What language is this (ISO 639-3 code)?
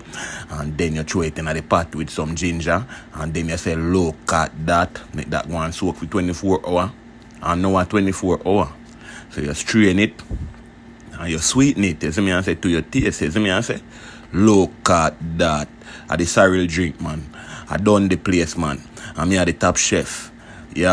jam